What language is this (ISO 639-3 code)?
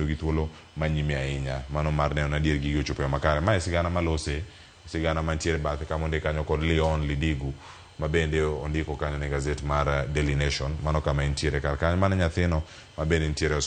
luo